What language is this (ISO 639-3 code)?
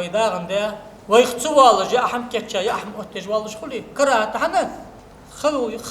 inh